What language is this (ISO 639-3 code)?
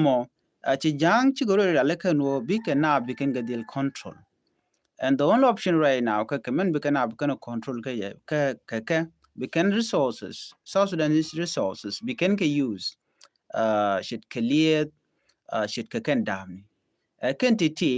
nus